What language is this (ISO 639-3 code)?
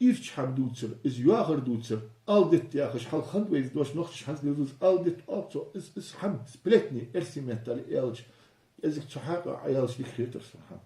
inh